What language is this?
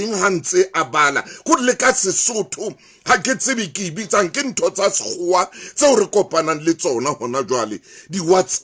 Southern Sotho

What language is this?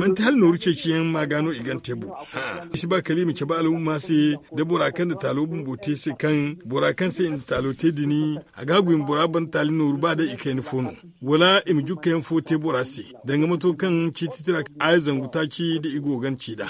Zarma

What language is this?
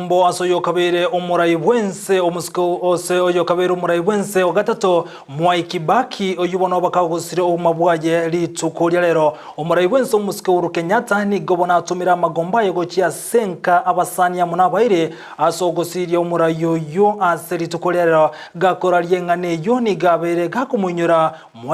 Gusii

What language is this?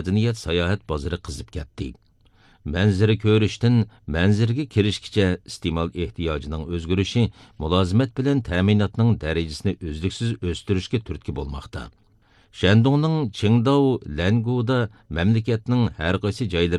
Uyghur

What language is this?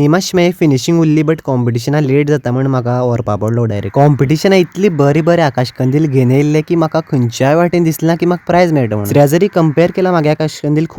Konkani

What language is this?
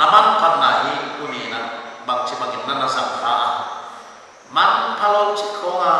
Paite Chin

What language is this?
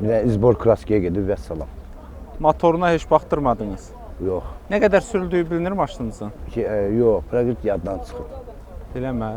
Azerbaijani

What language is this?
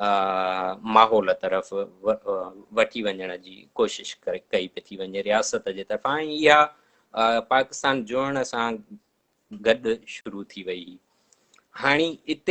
Sindhi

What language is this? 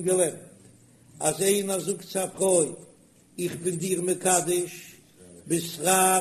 Yiddish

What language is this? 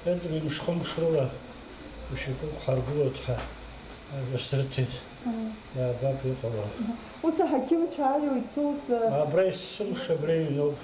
Abkhazian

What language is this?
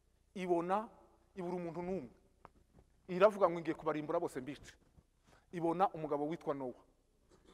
Kinyarwanda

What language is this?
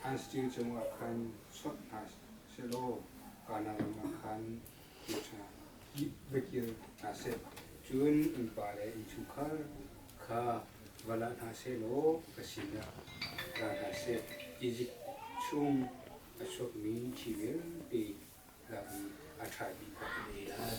Hakha Chin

